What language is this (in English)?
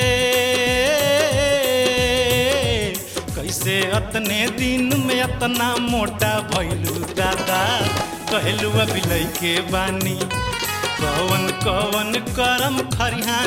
Bhojpuri